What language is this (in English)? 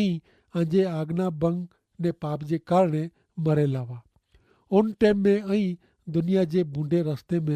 Kachhi